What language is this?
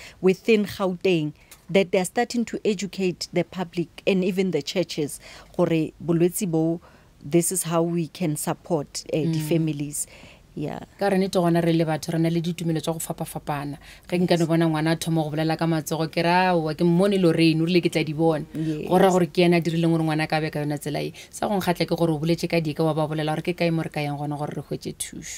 Northern Sotho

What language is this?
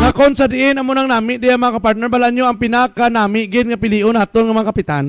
Hiligaynon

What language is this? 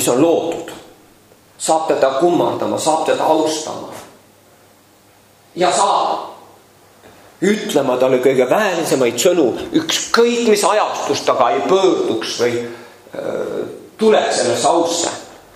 Estonian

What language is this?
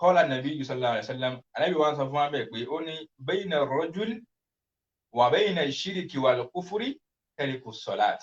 Yoruba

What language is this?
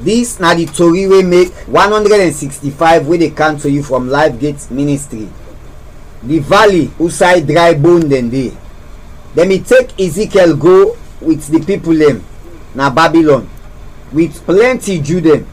Krio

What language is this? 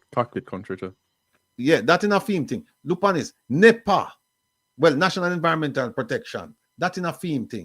Jamaican Creole English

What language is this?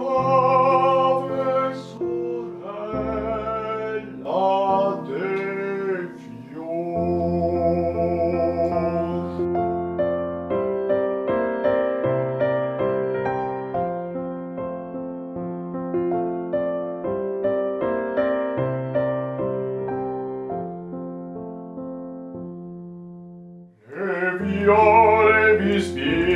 Italian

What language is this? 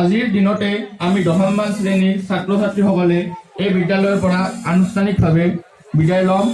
Assamese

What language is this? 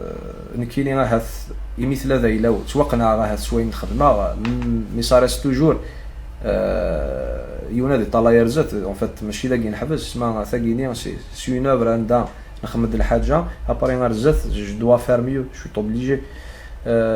Kabyle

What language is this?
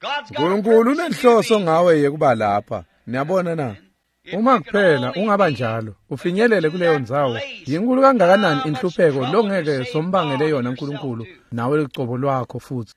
Swati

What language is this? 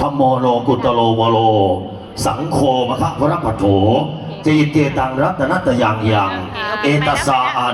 Lao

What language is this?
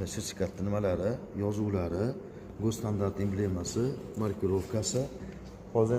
Uzbek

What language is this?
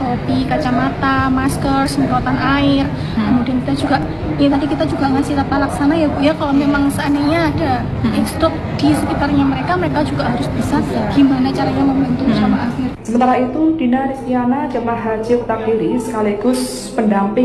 Indonesian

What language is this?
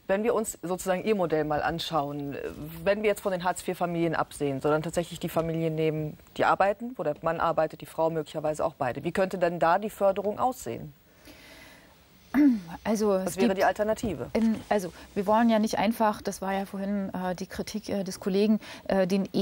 German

